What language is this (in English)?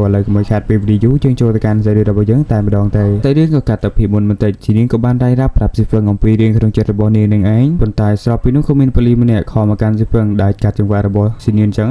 Khmer